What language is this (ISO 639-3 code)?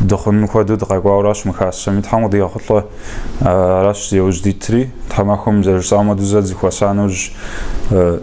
kbd